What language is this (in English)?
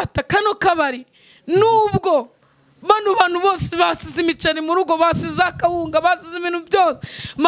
Kinyarwanda